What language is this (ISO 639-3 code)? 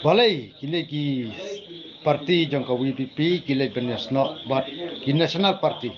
kha